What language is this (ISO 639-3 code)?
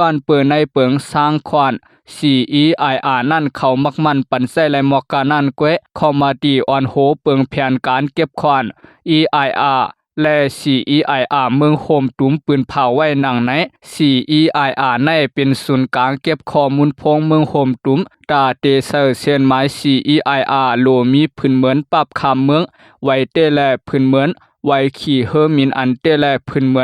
shn